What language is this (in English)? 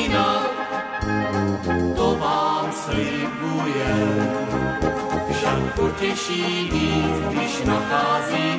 Czech